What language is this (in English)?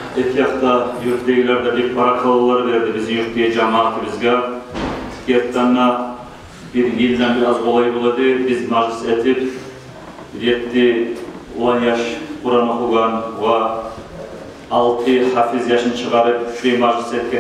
Kumyk